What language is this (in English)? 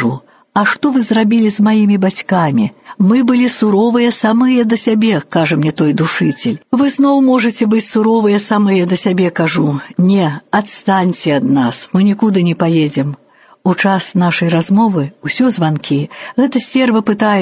Belarusian